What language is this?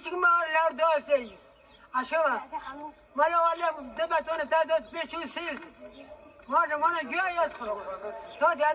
Kurdish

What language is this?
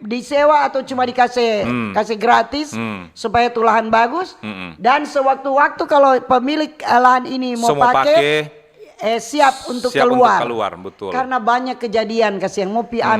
Manado Malay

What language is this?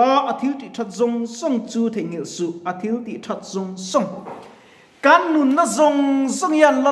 Mizo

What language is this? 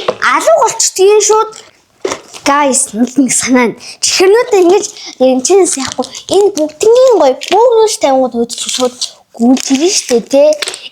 Mongolian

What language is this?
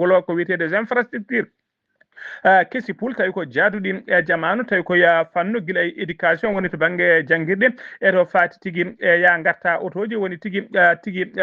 Fula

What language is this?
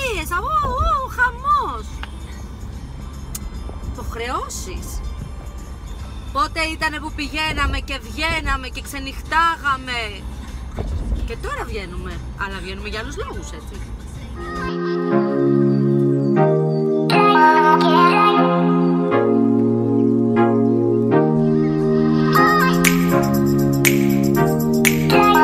Greek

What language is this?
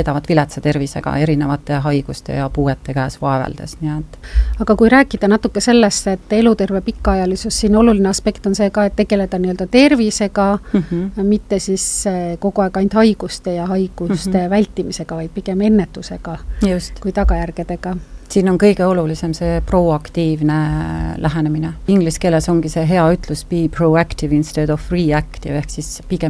Estonian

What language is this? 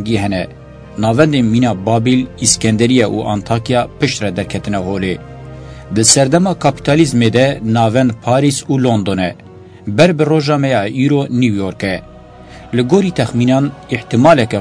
Kurdish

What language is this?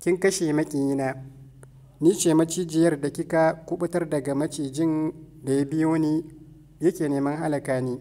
Hausa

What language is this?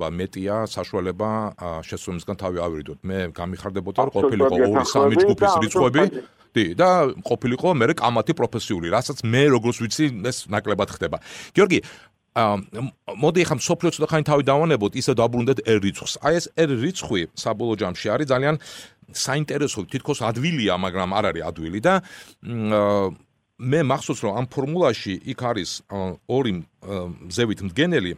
Georgian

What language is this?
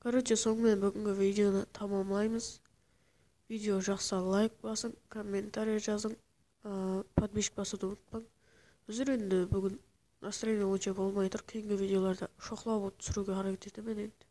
Kara-Kalpak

